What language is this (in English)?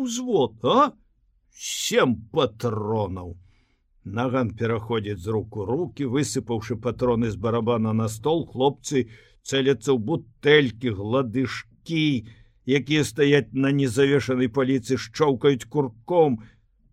Belarusian